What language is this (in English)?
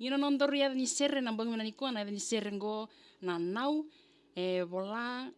Fijian